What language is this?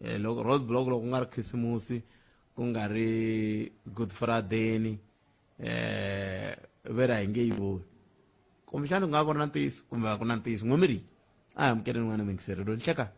Tsonga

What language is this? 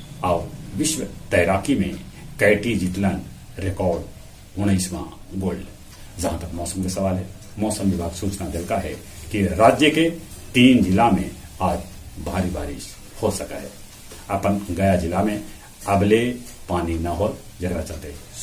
Magahi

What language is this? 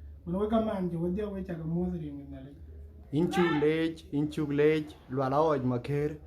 Dinka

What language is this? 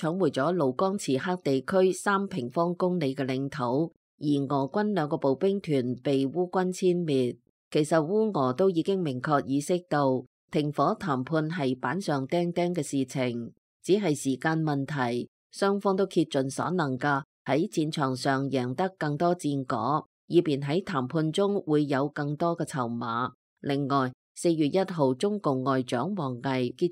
Cantonese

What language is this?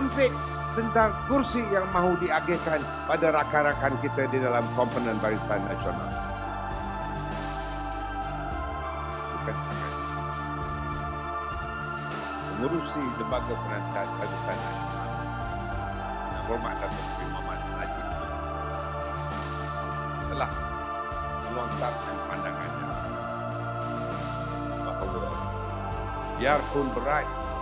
Malay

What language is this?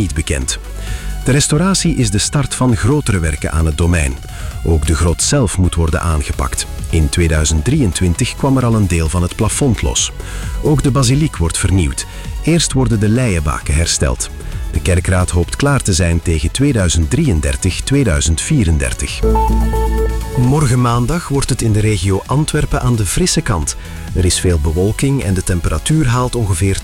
Dutch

